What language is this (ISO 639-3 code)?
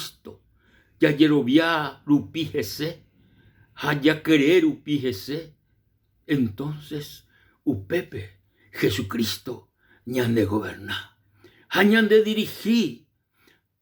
grn